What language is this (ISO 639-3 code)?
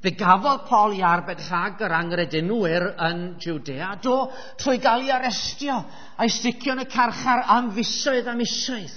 cym